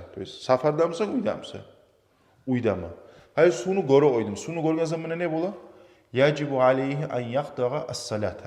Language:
Kumyk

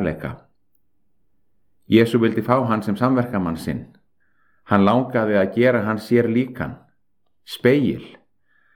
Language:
Icelandic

